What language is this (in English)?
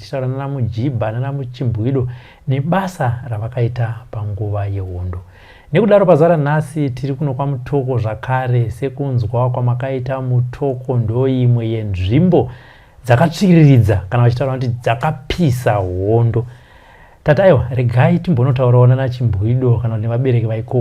Shona